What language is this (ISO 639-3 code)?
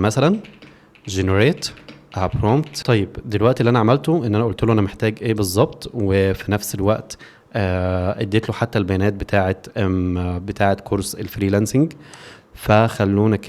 arz